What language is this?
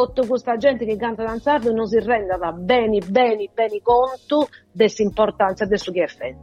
Italian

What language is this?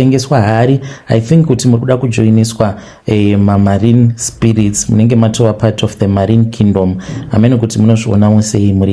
Shona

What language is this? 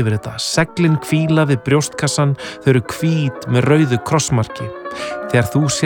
Icelandic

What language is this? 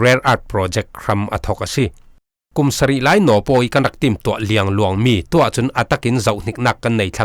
Falam Chin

